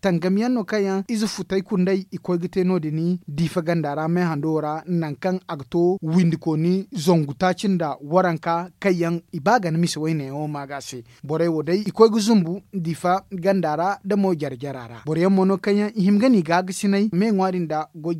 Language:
Zarma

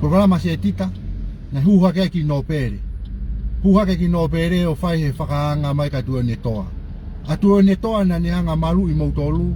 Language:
Tongan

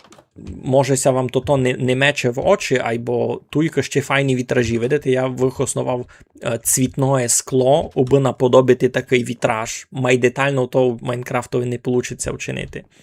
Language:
Rusyn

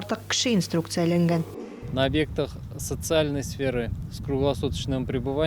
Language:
Tatar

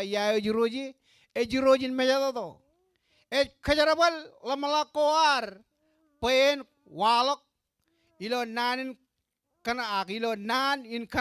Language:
Marshallese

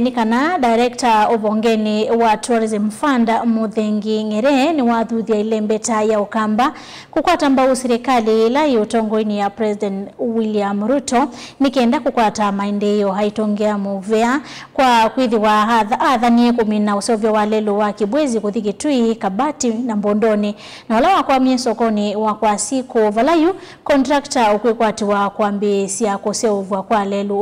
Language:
Kamba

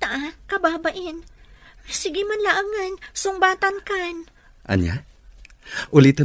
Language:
Iloko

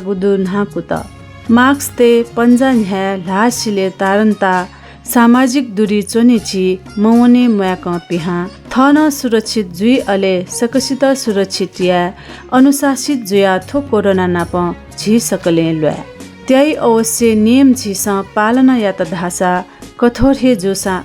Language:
Newari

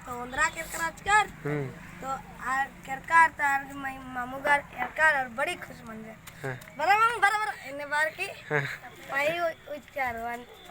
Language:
Kurukh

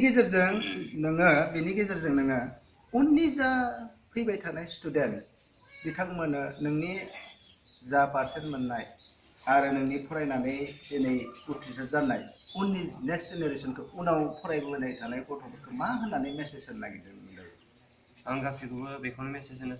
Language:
Bodo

